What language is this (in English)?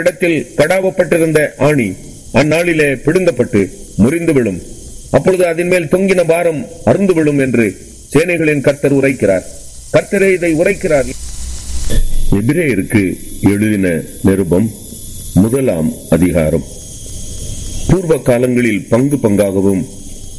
Tamil